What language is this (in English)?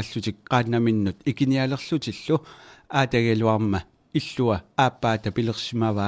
Kalaallisut